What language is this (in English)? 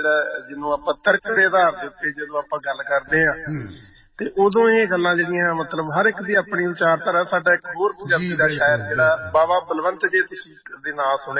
Punjabi